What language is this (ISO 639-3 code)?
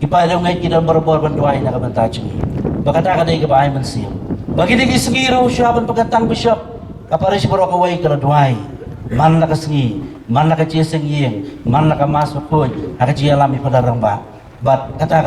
kha